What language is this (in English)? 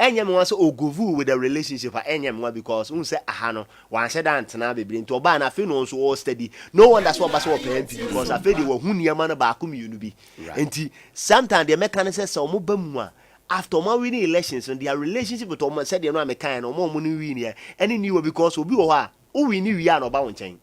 Akan